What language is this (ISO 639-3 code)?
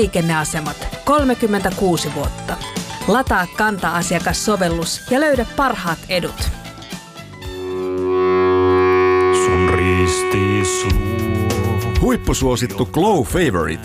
fin